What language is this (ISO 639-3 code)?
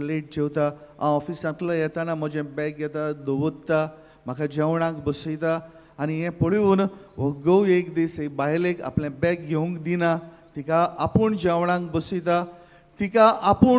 kok